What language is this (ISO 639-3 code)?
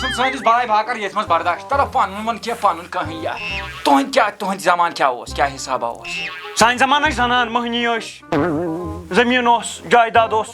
kas